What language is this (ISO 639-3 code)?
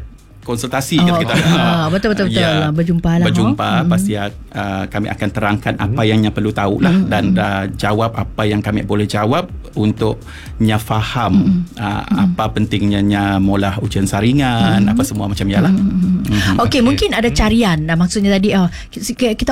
msa